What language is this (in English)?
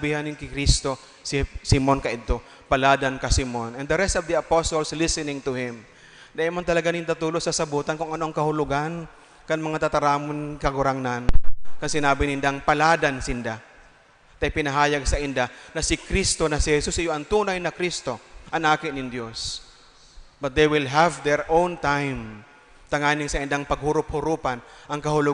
Bikol